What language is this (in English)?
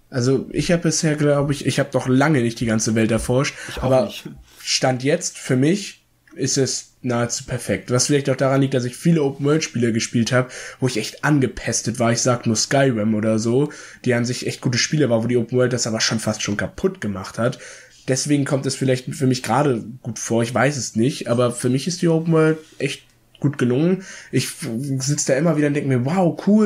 German